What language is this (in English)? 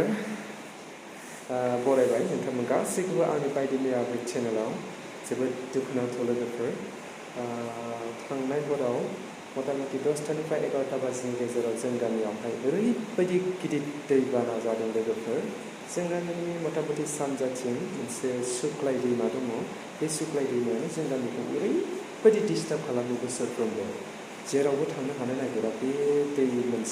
Bodo